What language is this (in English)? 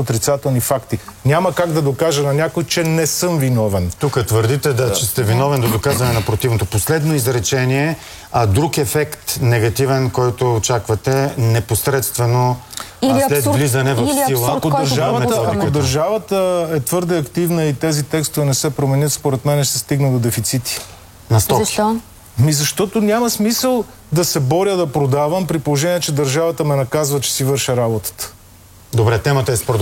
Bulgarian